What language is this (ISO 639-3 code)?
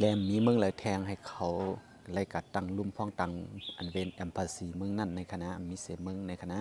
shn